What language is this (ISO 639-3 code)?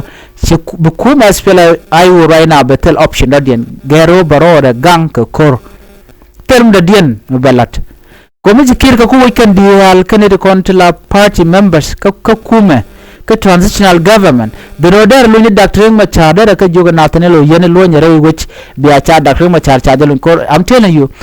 nus